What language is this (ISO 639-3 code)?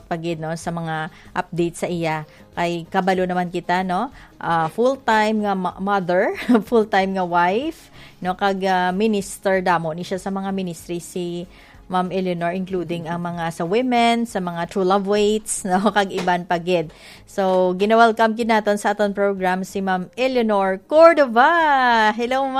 hil